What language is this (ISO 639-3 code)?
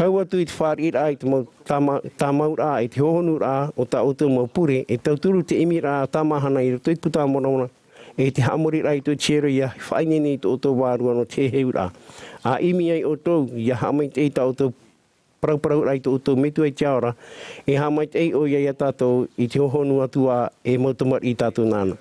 tah